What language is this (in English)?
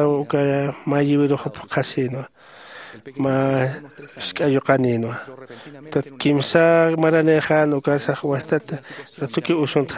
Aymara